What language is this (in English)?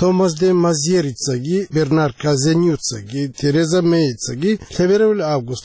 Avaric